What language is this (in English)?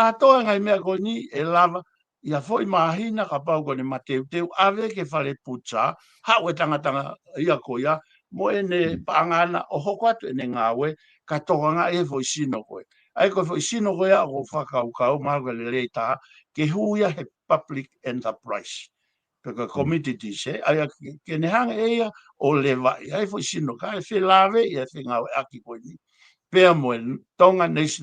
Tongan